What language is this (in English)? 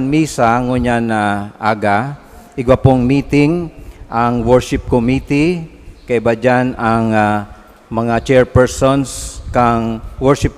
Bikol